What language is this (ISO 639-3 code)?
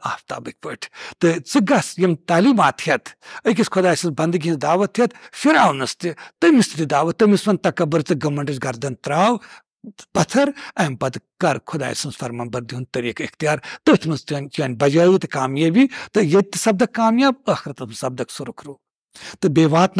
kas